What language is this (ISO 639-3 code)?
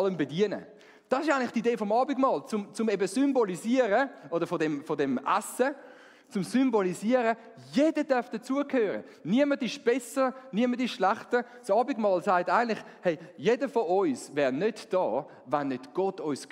gsw